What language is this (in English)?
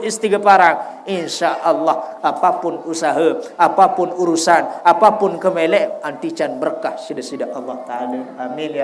Sasak